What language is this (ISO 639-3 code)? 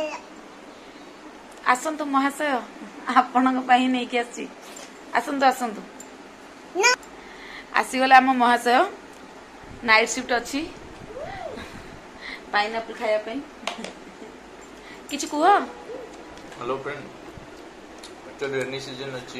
ori